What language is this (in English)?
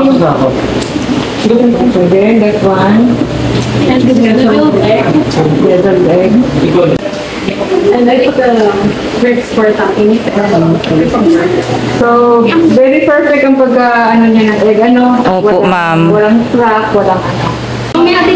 Filipino